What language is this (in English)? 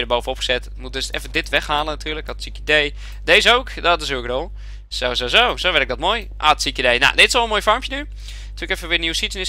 Dutch